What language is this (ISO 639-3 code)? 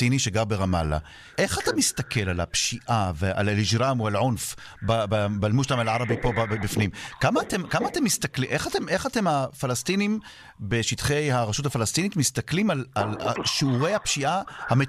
heb